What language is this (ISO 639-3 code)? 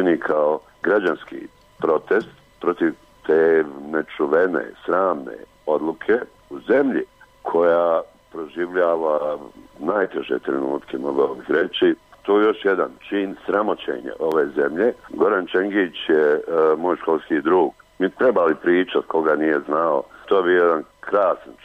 bos